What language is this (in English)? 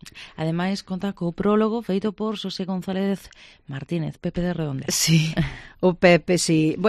Galician